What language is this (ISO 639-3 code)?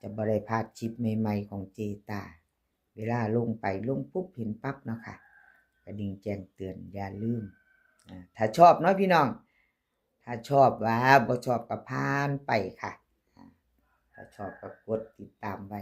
tts